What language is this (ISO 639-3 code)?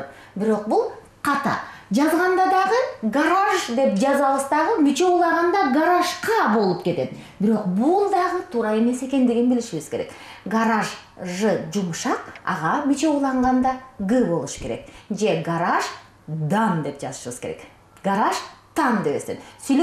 kir